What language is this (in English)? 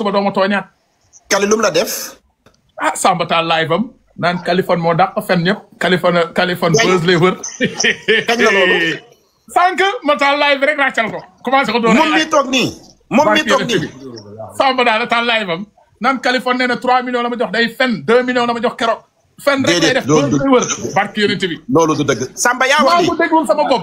Wolof